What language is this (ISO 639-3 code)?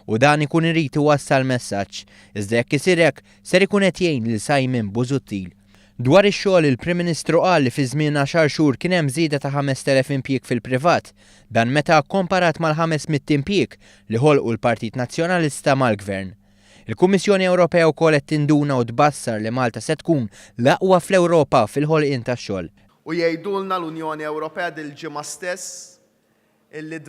mlt